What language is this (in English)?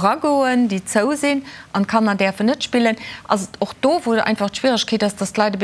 Luxembourgish